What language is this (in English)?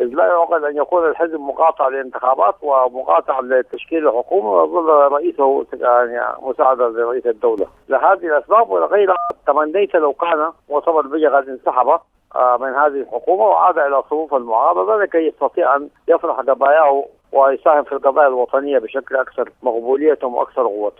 Sudanese Arabic